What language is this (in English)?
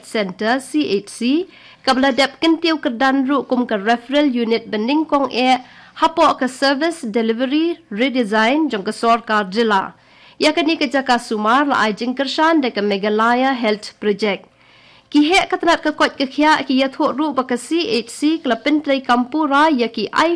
Khasi